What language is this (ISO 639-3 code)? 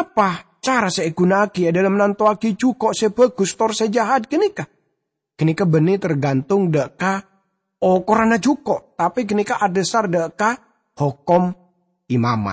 mad